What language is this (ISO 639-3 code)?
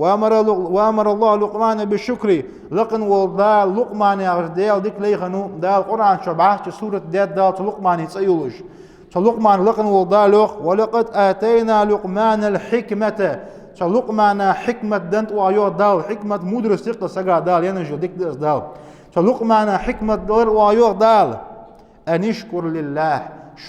inh